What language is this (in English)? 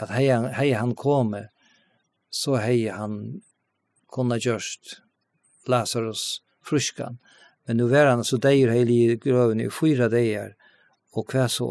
Faroese